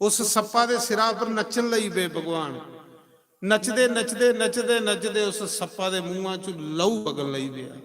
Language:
Dogri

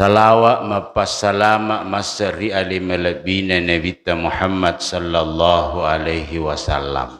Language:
Buginese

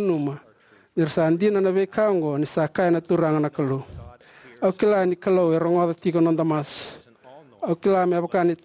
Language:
Fijian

